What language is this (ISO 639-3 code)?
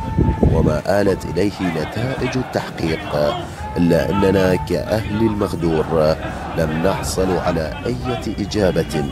ara